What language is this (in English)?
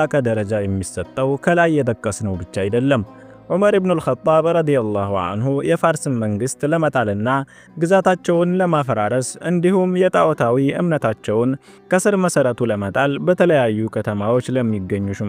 Amharic